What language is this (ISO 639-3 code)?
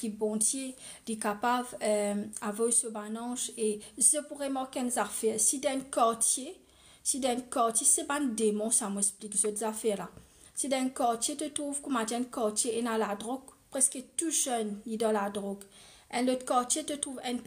mfe